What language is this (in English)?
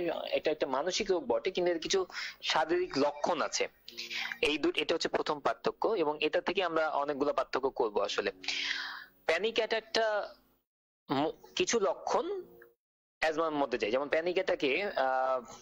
Bangla